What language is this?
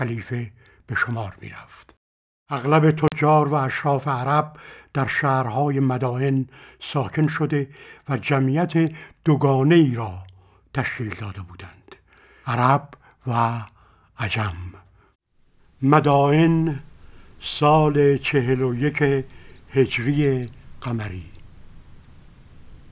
Persian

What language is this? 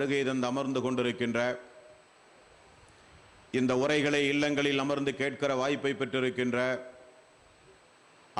Tamil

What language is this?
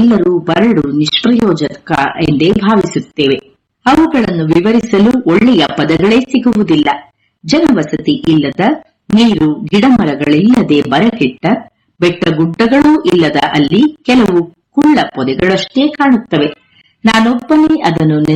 Kannada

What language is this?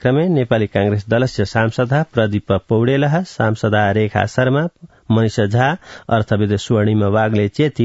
Sanskrit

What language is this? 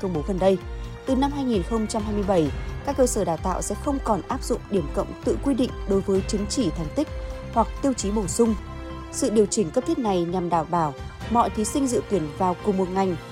Vietnamese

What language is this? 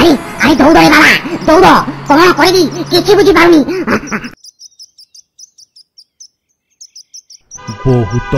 Odia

